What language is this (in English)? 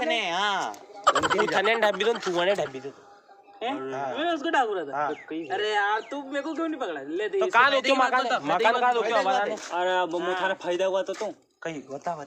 Rajasthani